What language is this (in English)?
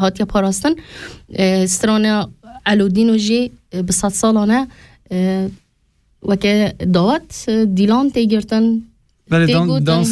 Kurdish